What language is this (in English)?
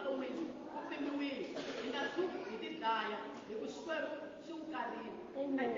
Tsonga